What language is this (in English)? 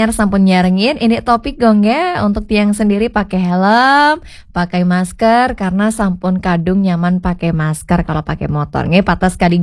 Balinese